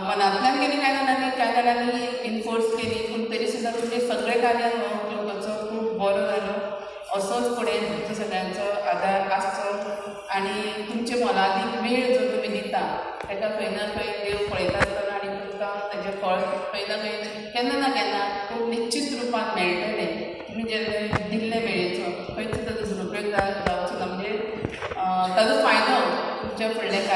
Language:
Konkani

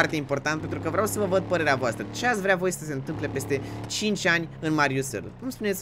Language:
Romanian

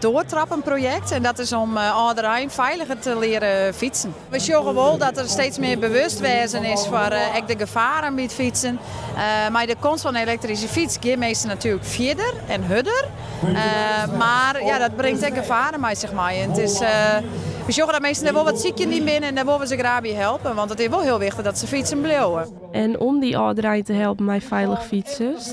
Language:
Western Frisian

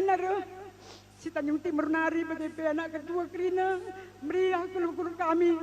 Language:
Batak Karo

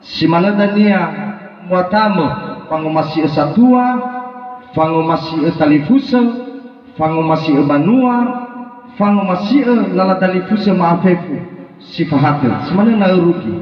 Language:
Nias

